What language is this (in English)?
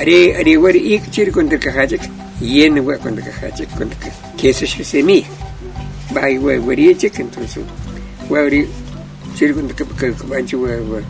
Kʼicheʼ